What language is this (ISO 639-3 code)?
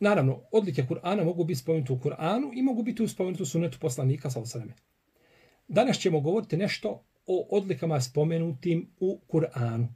bos